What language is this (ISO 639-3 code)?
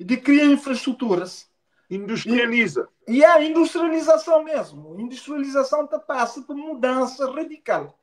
kea